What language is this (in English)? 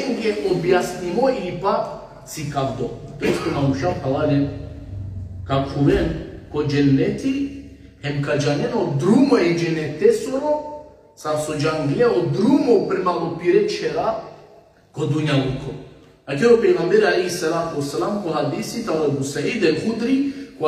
Balkan Romani